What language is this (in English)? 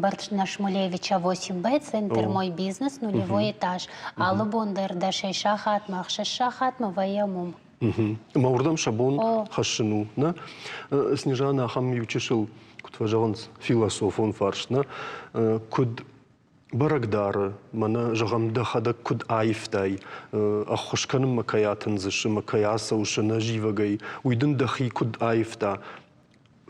Ossetic